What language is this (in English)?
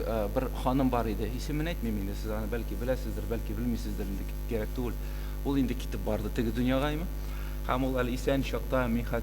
Tatar